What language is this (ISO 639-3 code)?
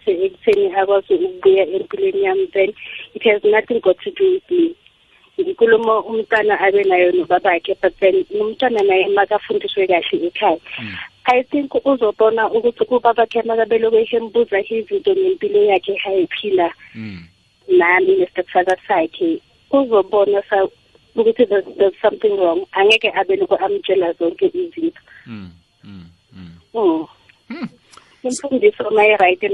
nbl